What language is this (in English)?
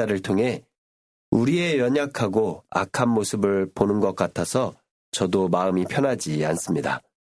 Korean